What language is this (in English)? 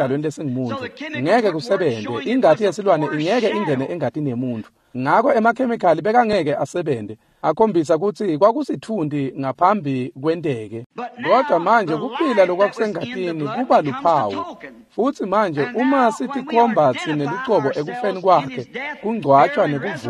Swati